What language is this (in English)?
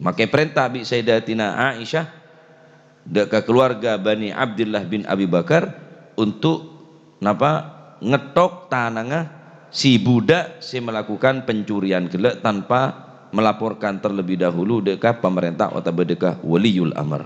Madurese